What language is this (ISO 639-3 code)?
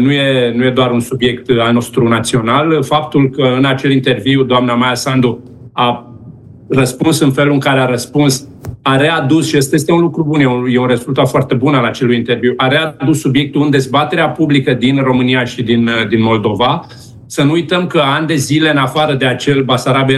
ron